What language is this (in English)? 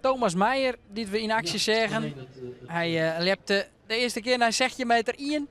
Western Frisian